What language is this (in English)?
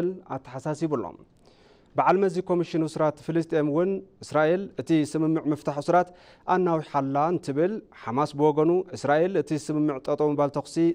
Tigrinya